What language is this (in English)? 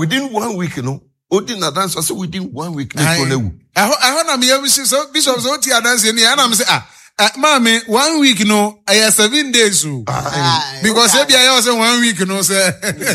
Akan